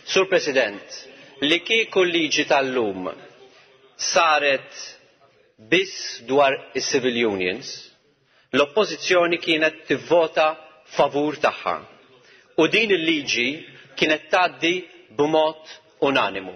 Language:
Maltese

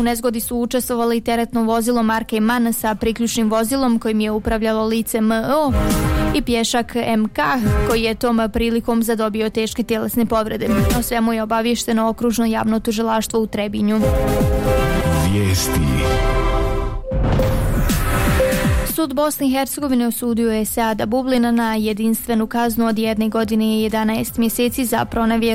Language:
Bosnian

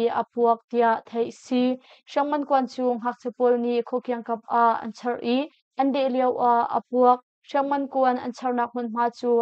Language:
Hakha Chin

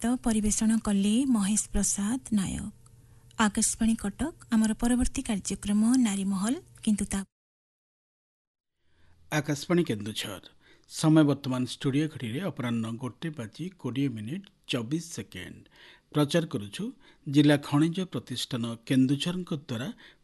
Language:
Odia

